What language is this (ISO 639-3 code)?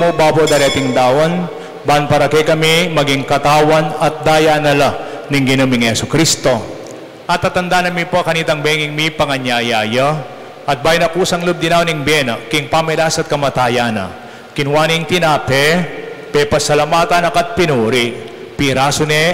pam